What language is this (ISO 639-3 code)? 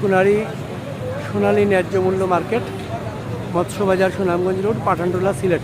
syl